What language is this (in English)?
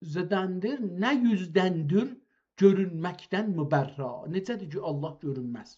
South Azerbaijani